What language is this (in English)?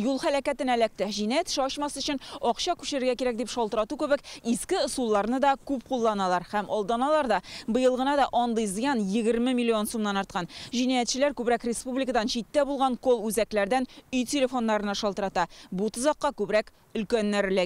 Tatar